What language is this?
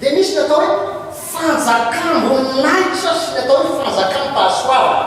Malagasy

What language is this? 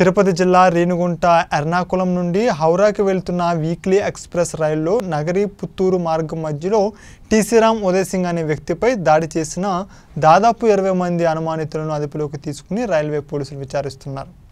Telugu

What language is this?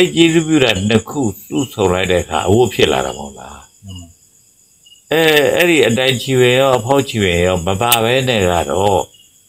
Burmese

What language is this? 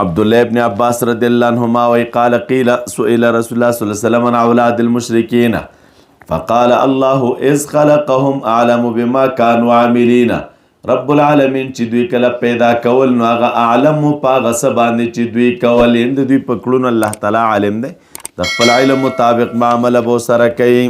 Pashto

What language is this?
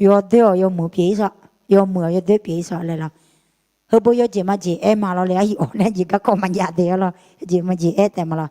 Akha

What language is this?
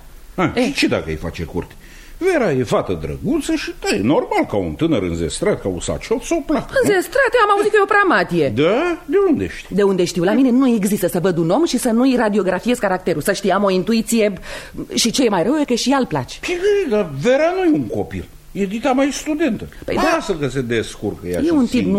Romanian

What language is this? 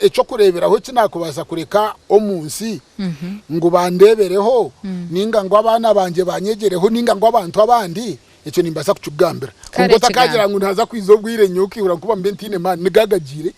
Nyankole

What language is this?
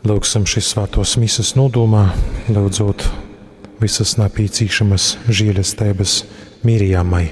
Latgalian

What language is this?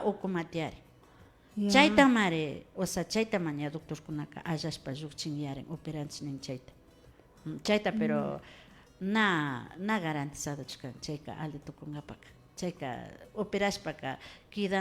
Imbabura Highland Quichua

